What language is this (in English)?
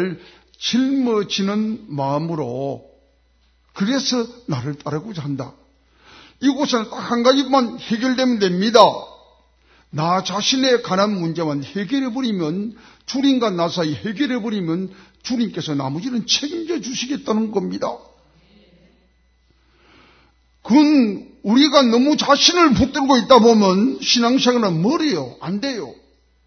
Korean